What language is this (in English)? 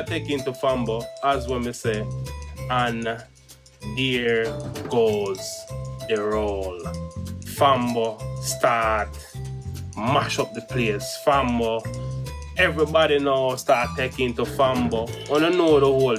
Jamaican Creole English